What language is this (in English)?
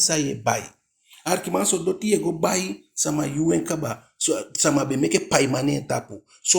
Eastern Maroon Creole